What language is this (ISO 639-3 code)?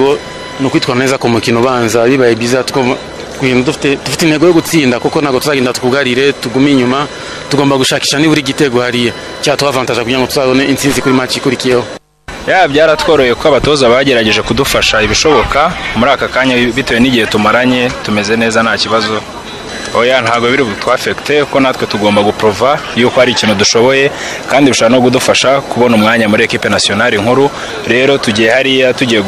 kin